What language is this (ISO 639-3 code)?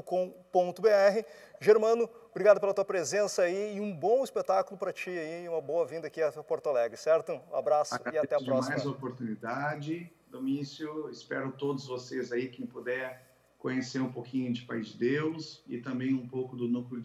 por